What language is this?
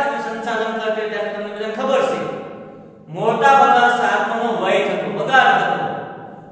Gujarati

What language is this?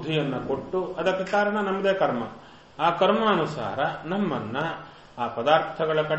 Kannada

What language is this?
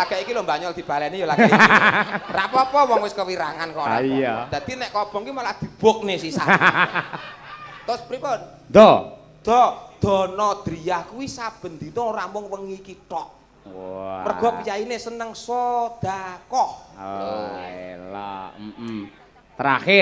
Javanese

